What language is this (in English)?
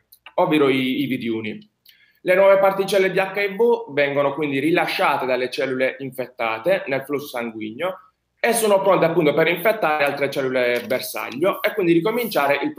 Italian